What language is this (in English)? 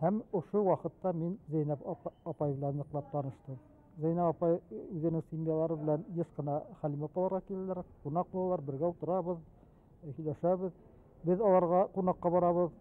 Bashkir